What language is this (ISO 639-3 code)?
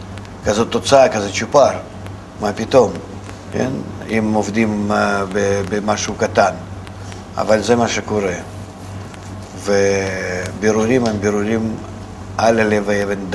heb